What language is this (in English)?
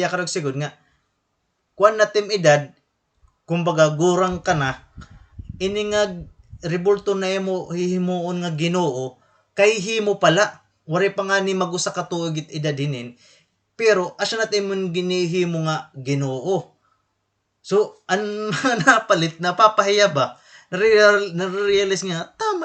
Waray